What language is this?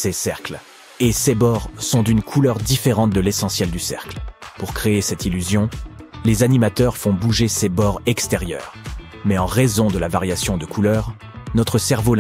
French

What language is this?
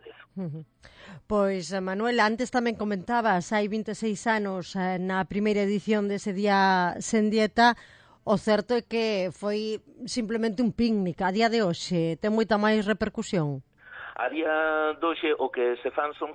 Galician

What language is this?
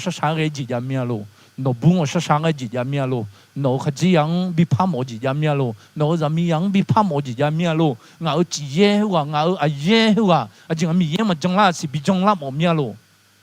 Akha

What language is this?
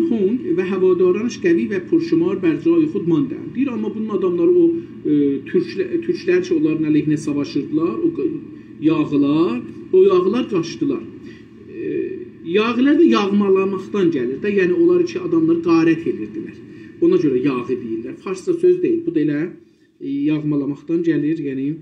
South Azerbaijani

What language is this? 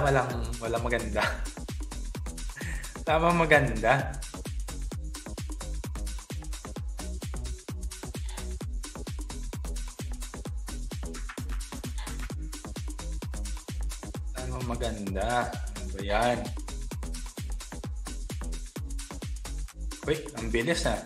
Filipino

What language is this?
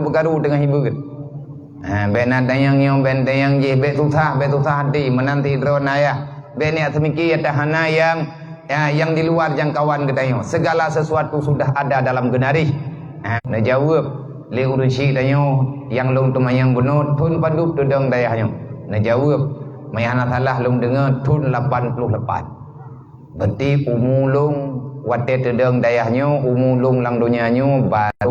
Achinese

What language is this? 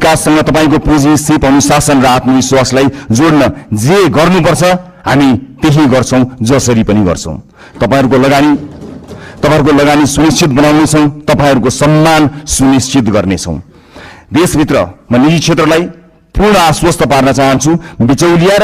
Nepali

